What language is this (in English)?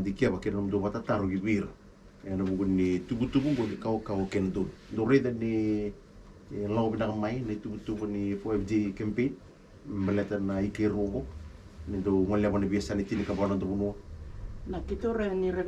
Fijian